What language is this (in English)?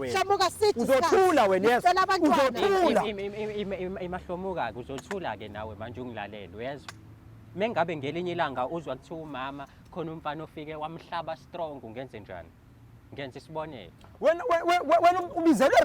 Zulu